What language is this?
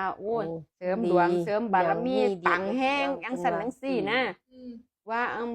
Northeastern Thai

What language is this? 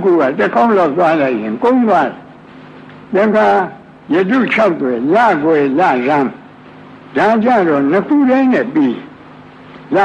Burmese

